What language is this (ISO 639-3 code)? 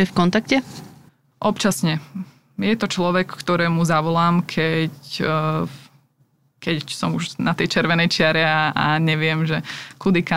slk